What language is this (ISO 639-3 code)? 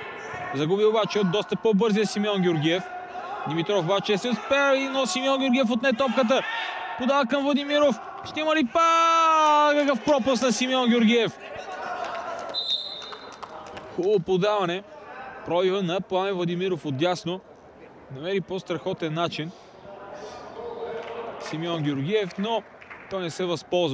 bul